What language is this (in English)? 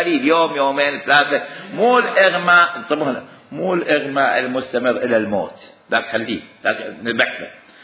Mesopotamian Arabic